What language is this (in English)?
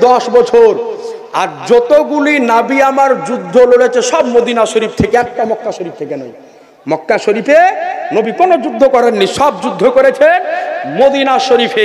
Bangla